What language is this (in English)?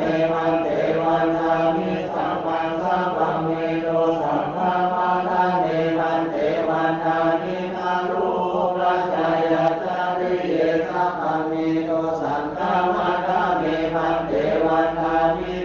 Pali